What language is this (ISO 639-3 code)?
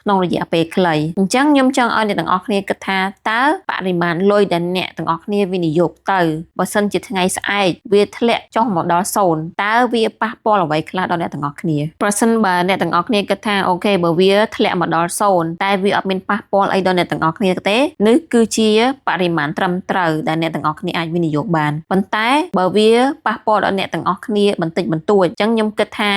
khm